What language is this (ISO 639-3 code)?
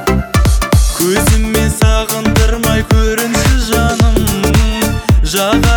kaz